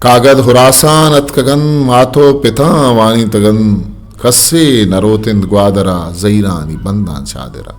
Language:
Eastern Balochi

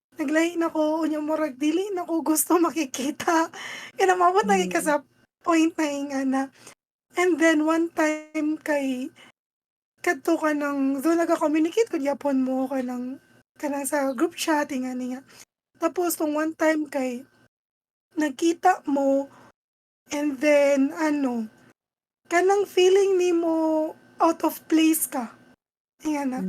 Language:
Cebuano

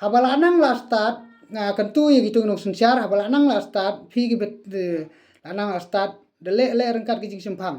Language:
Khasi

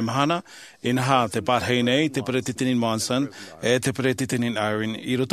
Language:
Tahitian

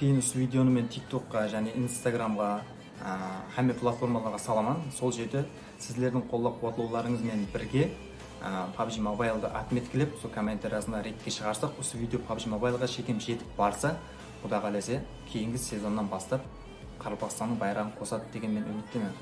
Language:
Kara-Kalpak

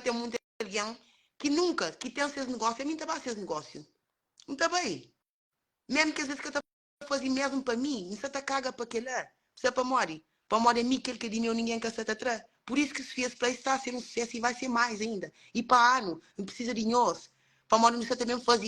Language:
Kabuverdianu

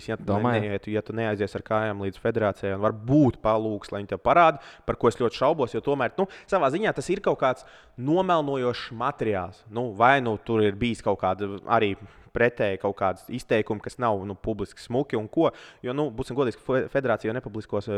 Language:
Latvian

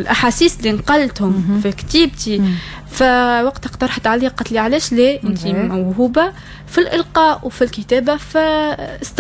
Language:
Tunisian Arabic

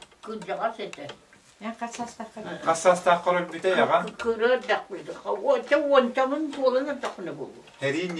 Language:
Yakut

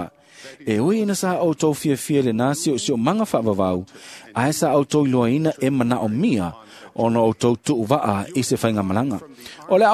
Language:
Samoan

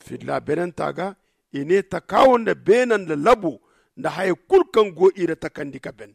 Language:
Zarma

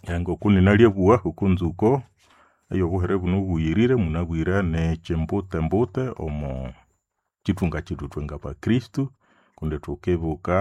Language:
Nande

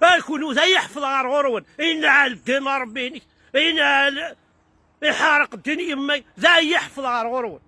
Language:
Kabyle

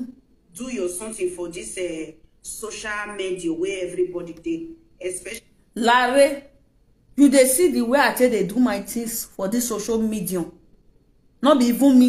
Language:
Nigerian Pidgin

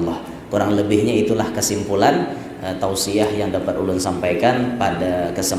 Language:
Banjar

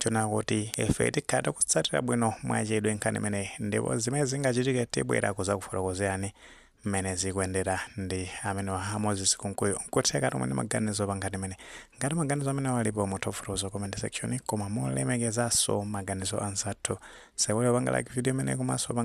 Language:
Nyanja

